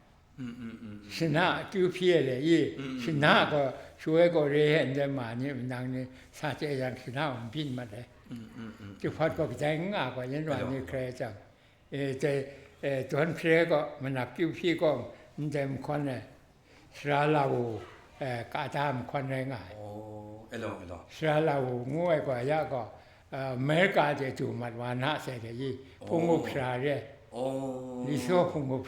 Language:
Kachin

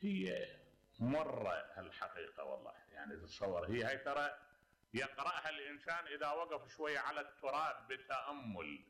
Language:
Mesopotamian Arabic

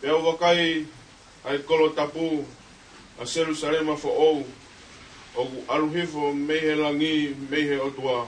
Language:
Tongan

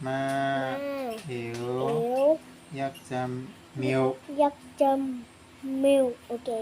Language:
Shan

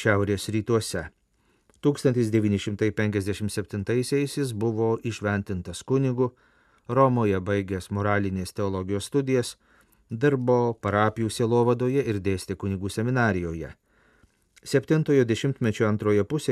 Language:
Lithuanian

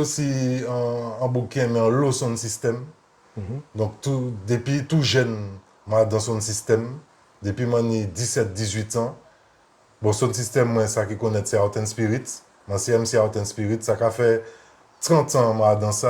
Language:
Guadeloupean Creole French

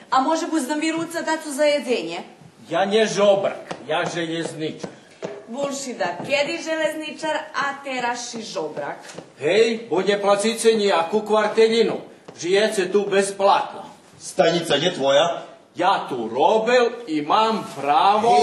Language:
Rusyn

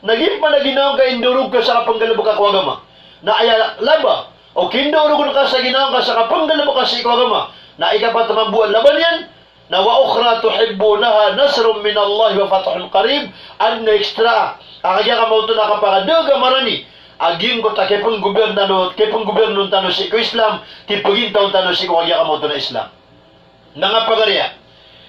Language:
Maranao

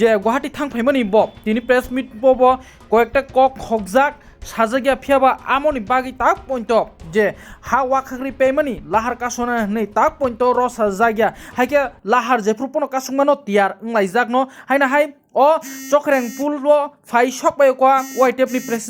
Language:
Kok Borok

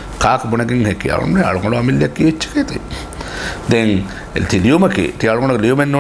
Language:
Divehi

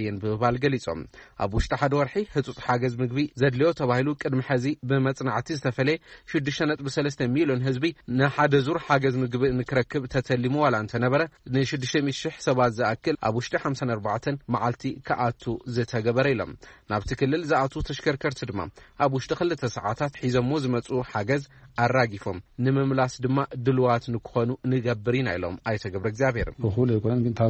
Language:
Tigrinya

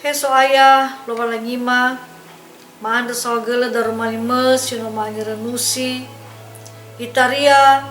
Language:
Nias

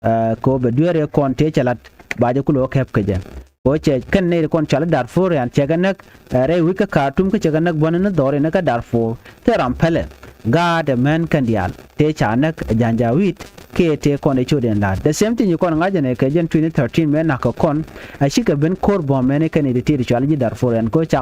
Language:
Nuer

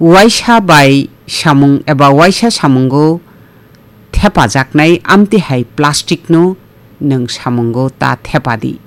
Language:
Kok Borok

